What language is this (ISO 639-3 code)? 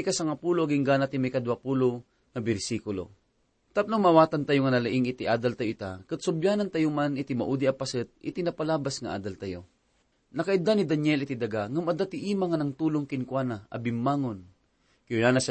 ilo